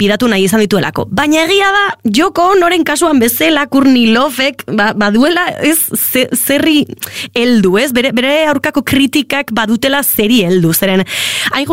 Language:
Basque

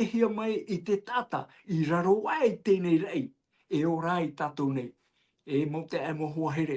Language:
Tahitian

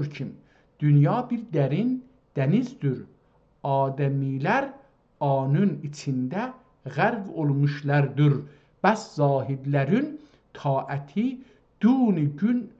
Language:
South Azerbaijani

